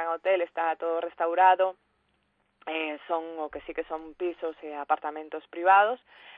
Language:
Galician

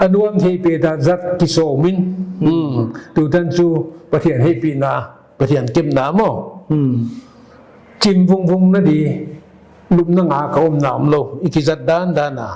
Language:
Paite Chin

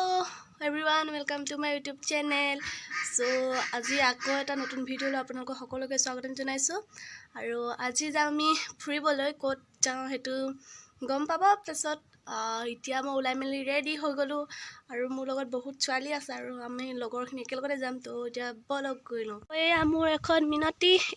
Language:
Assamese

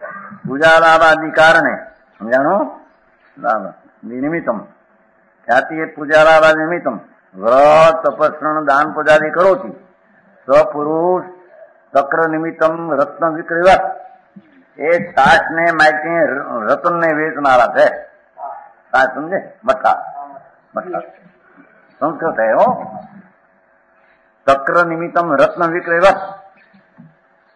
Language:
Gujarati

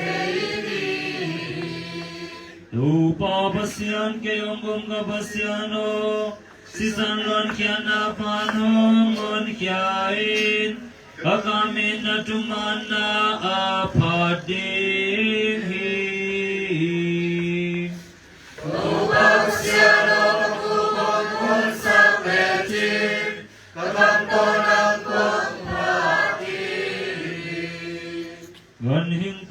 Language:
Tedim Chin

